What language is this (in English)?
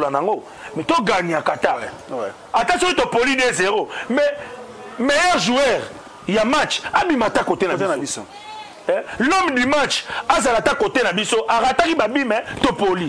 Lingala